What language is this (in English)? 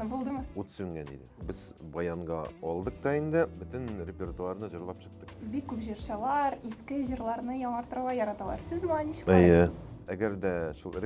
Tatar